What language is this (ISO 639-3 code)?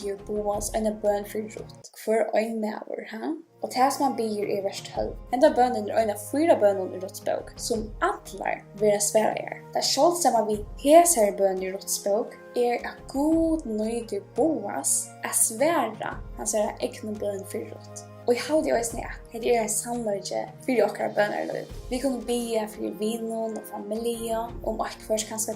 fao